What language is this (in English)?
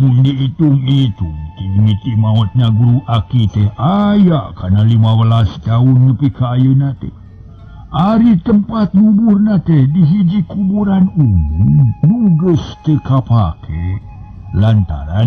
Sundanese